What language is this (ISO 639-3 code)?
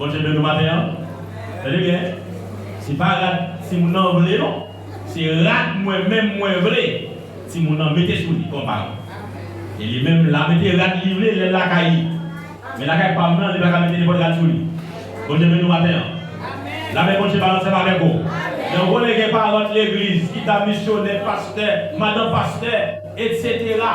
hat